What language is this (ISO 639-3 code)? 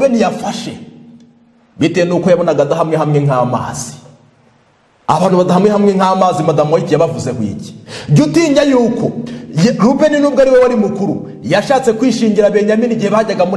kin